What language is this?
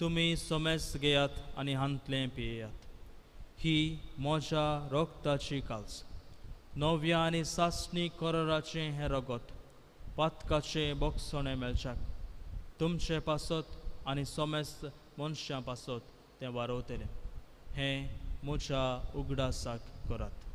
Konkani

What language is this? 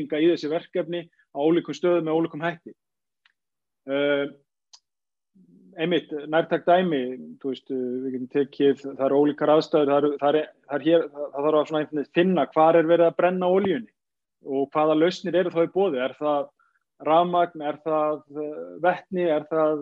Icelandic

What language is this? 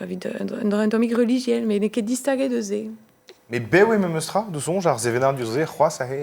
Breton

